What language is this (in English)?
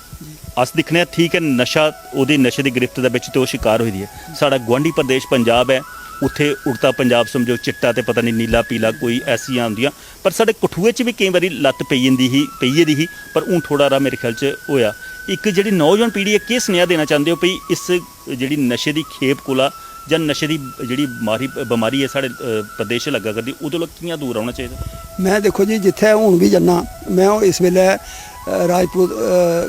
Dogri